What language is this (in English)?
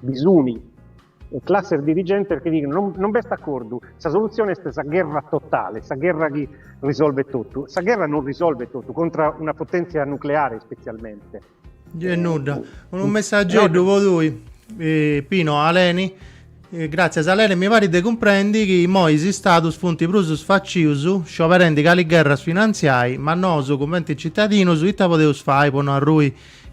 Sardinian